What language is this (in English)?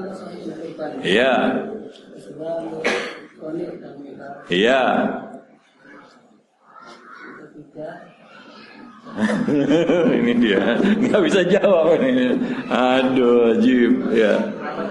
Indonesian